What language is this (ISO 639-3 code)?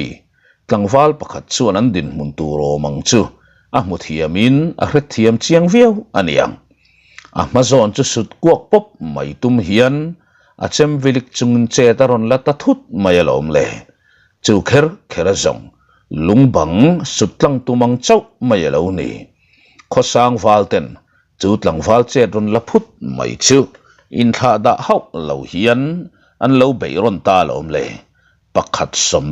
lus